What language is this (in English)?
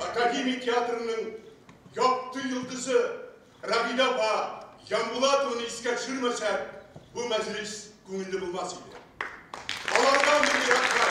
Bashkir